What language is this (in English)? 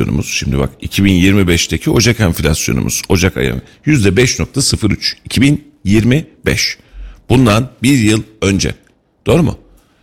Turkish